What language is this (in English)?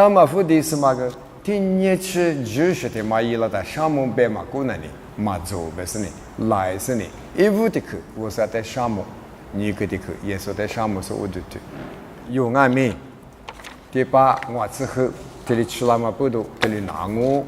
Lisu